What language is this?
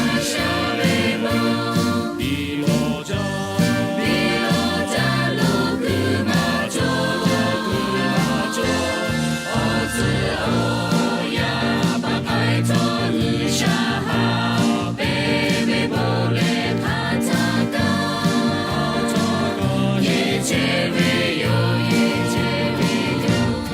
Lahu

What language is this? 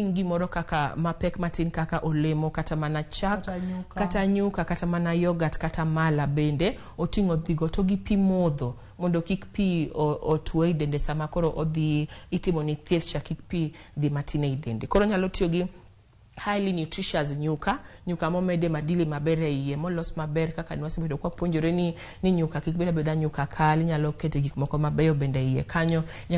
Luo (Kenya and Tanzania)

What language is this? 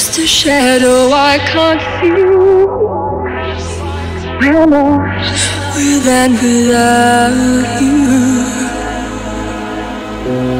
English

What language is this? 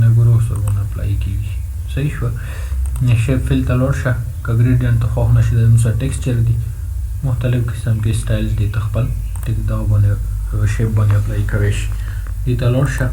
Pashto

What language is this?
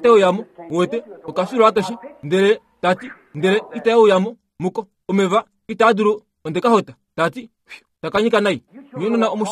Kuanyama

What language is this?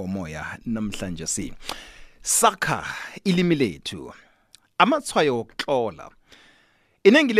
South Ndebele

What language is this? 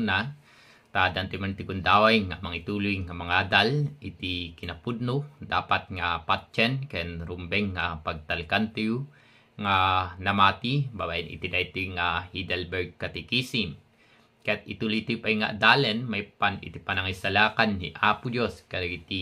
Iloko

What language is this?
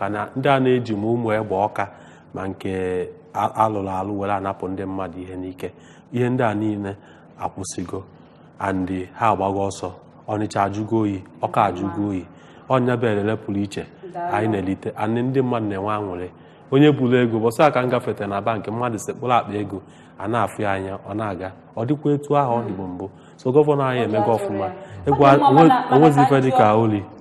Igbo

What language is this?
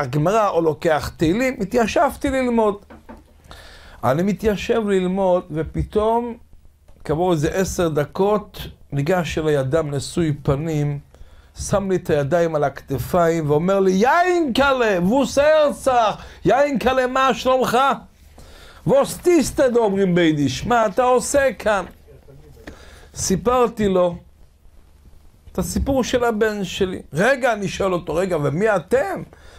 Hebrew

